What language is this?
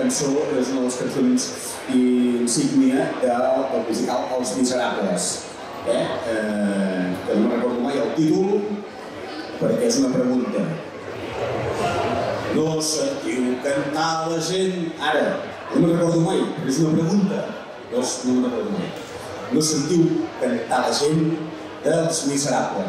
Catalan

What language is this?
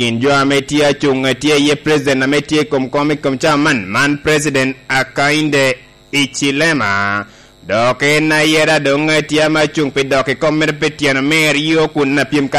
Lango (Uganda)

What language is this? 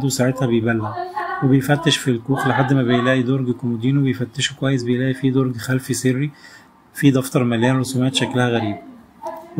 Egyptian Arabic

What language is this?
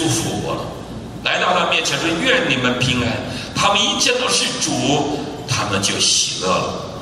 Chinese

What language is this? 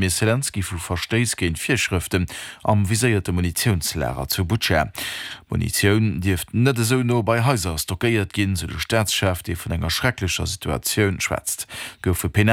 Luxembourgish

